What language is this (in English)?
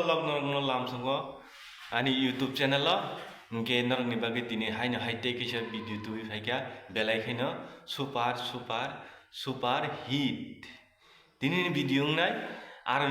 Kok Borok